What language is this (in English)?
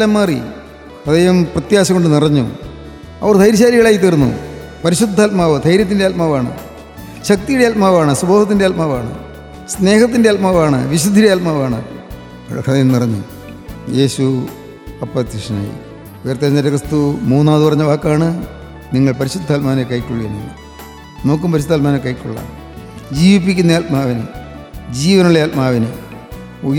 Malayalam